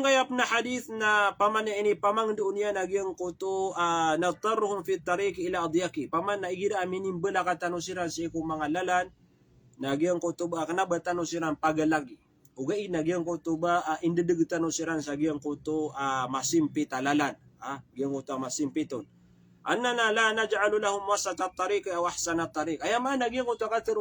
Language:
Maranao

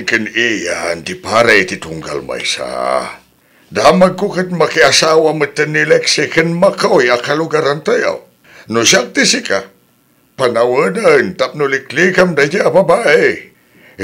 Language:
Iloko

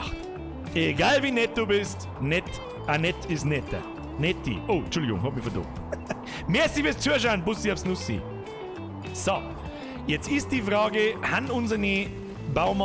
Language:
Bavarian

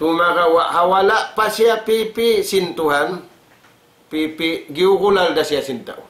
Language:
Tausug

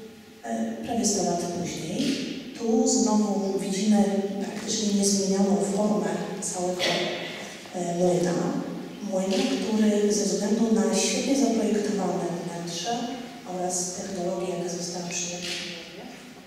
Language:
Polish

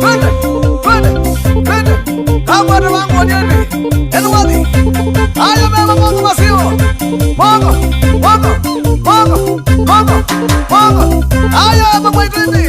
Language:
Kamba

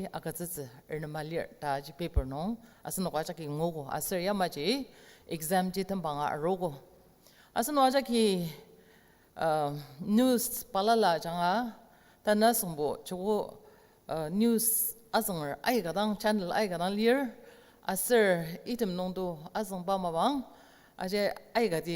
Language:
Ao Naga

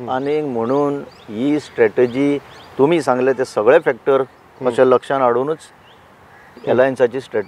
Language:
Konkani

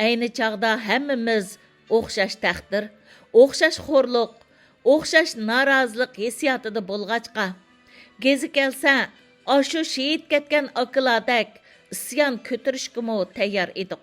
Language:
Uyghur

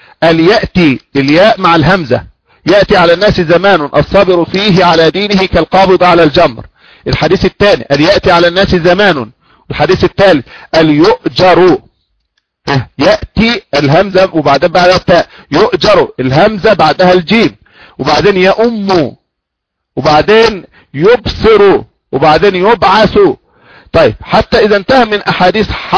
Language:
Arabic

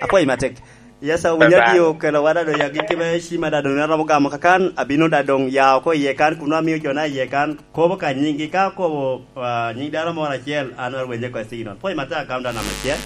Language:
Lango (Uganda)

